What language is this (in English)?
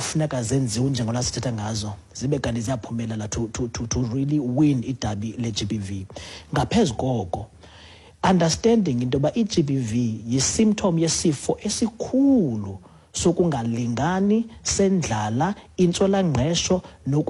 Xhosa